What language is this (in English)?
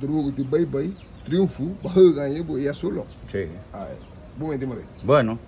Garifuna